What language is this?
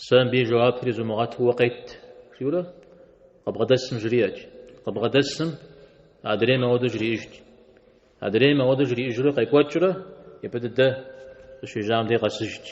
Kabardian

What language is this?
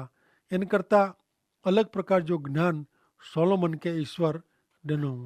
Kachhi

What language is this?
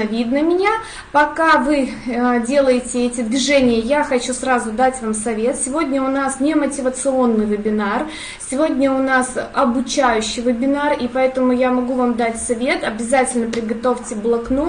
Russian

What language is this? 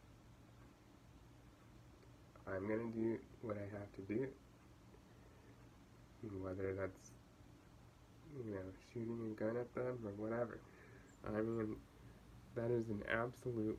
English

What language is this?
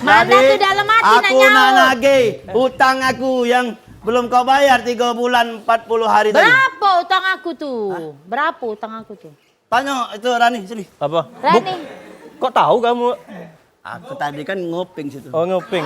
Musi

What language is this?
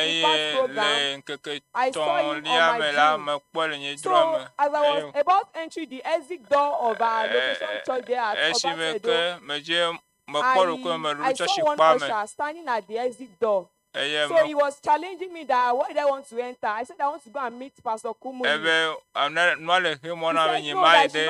Ewe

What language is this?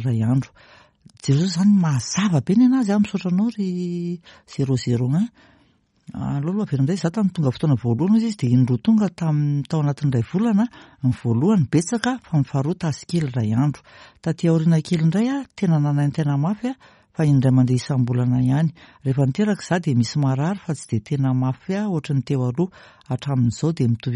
Malagasy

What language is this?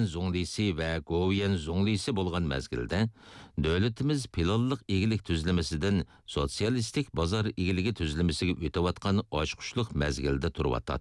Uyghur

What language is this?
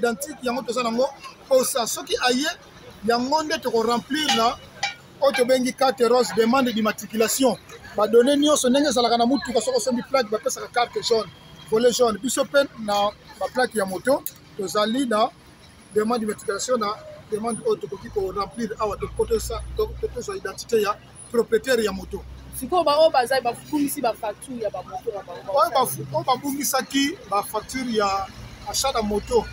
Lingala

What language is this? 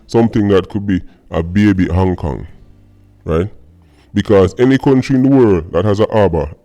Jamaican Creole English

